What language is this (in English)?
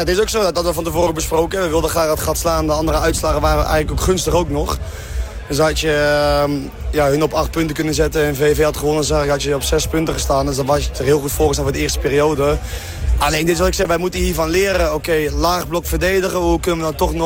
Dutch